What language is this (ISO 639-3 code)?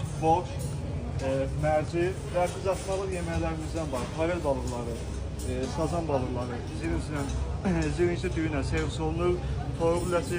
aze